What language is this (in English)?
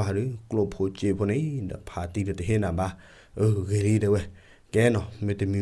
S'gaw Karen